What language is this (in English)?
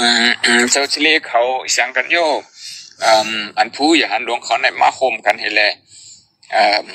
Shan